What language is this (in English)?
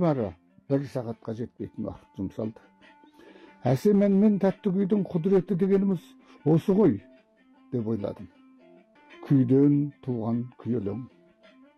Kazakh